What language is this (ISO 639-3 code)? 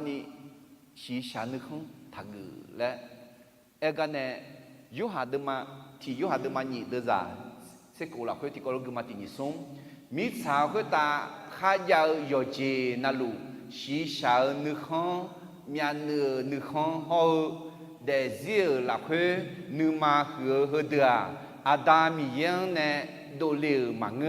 ahk